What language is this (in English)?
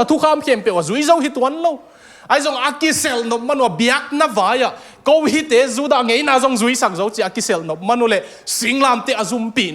Tedim Chin